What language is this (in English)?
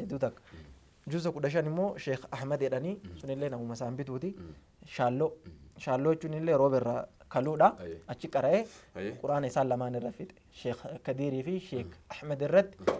Oromo